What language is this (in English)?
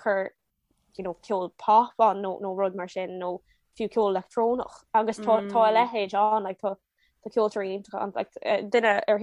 Irish